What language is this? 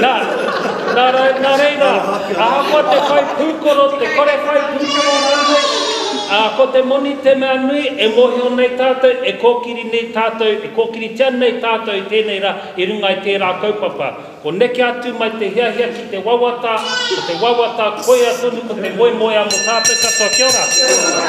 Māori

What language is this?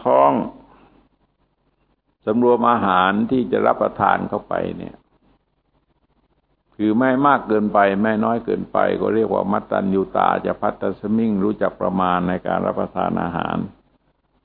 Thai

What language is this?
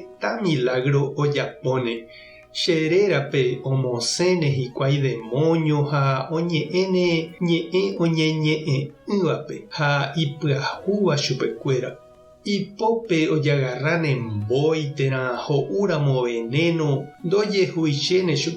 Guarani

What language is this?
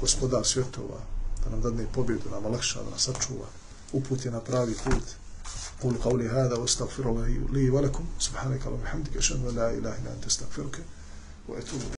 Bosnian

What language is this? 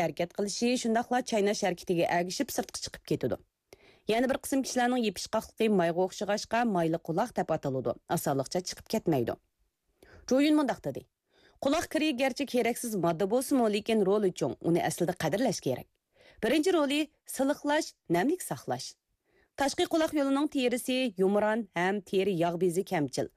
Uyghur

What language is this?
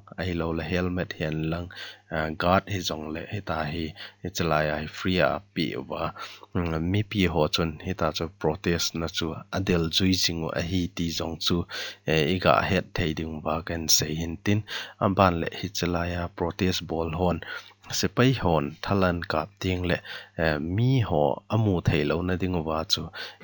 Thado Chin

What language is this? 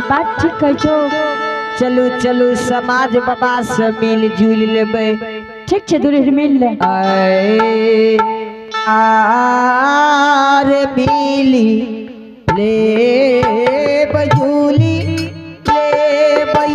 Angika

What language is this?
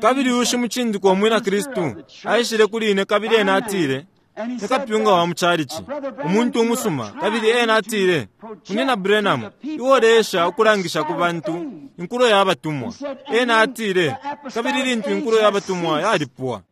Bemba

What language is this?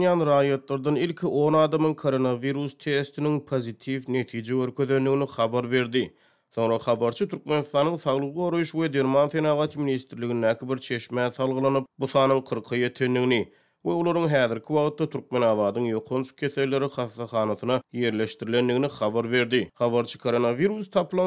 Turkmen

